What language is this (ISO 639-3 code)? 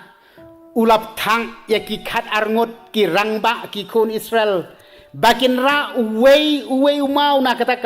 kha